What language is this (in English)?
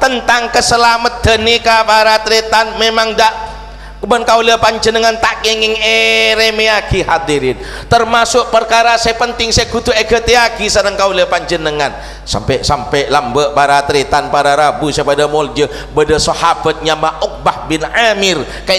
Madurese